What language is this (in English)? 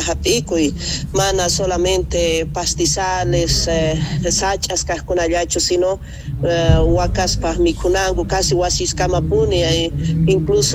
South Bolivian Quechua